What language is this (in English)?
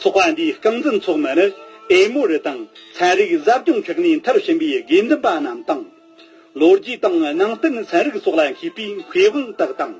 Tibetan